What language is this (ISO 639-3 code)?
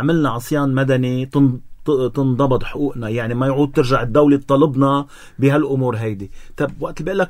apc